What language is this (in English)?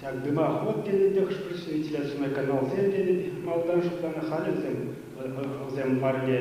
Chuvash